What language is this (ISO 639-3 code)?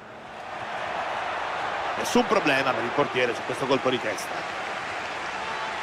ita